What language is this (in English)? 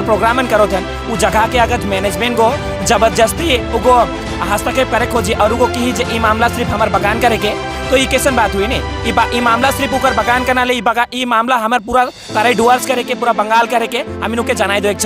Sadri